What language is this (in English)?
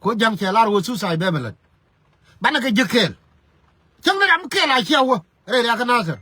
Nuer